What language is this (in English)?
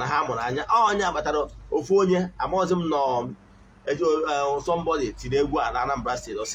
Igbo